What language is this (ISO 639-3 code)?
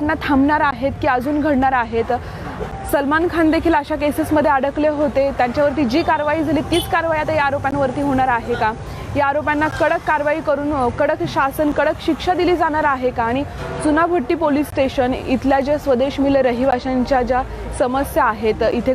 mar